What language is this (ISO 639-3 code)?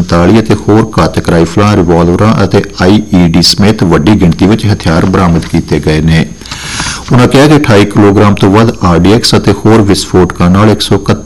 pan